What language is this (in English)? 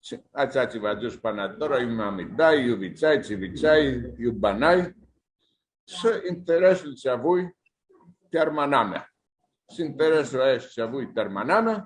Aromanian